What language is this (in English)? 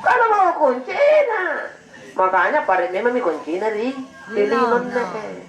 Makasar